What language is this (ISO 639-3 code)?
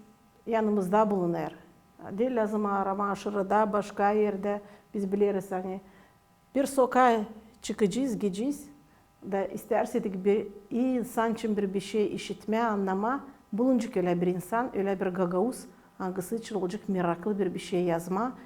gag